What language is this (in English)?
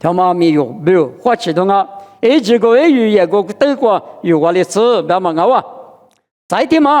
Lisu